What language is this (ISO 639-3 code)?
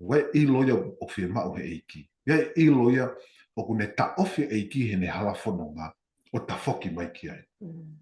ton